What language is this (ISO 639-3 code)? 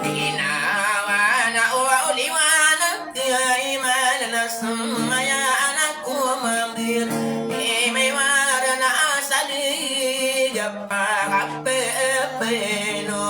mrw